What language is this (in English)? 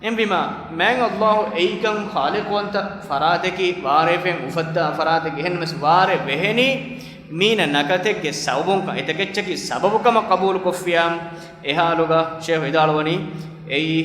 Divehi